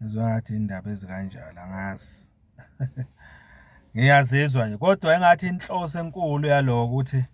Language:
Zulu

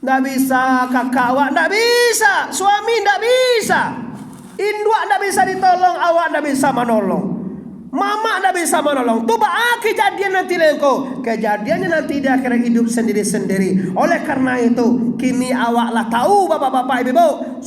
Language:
Minangkabau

